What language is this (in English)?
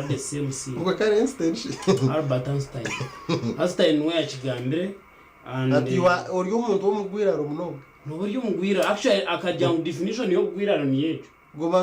Nyankole